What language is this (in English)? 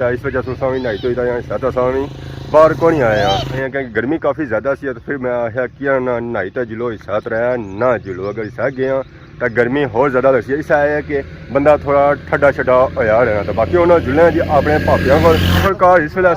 Pahari-Potwari